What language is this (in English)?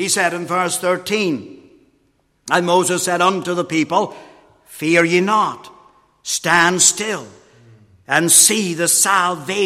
English